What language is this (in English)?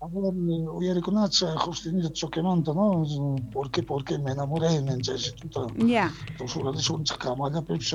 South Bolivian Quechua